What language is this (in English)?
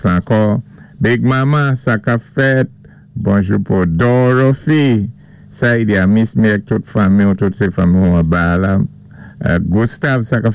Saint Lucian Creole French